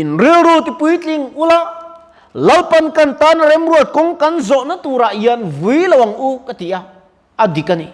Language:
Mizo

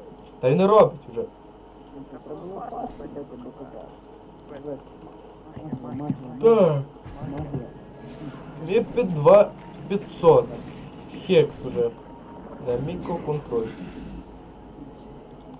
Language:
Ukrainian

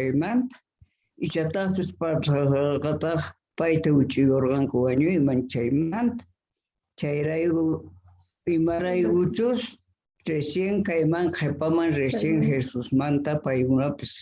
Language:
Quechua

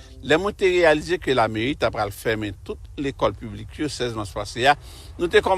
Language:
Haitian Creole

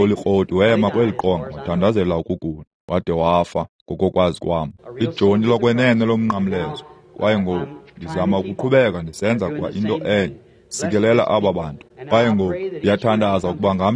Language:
Xhosa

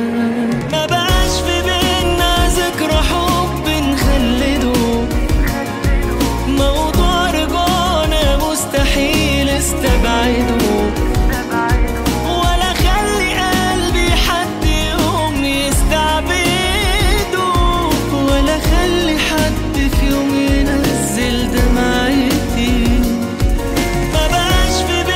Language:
Egyptian Arabic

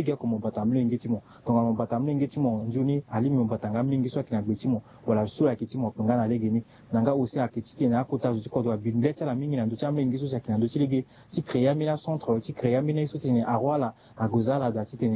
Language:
Sango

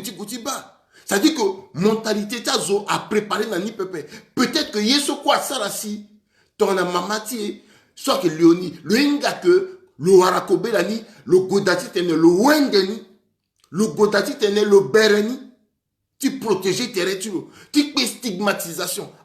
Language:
Sango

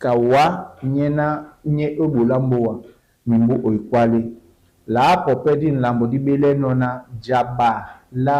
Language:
Duala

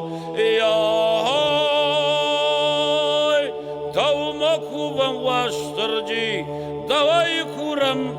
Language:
Ossetic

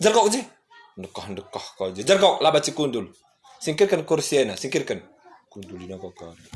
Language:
Batak Karo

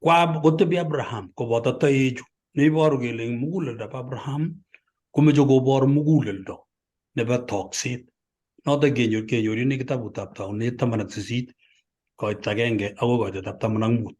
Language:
Kalenjin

